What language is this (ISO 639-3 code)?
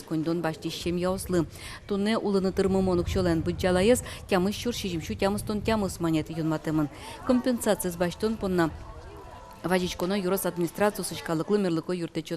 udm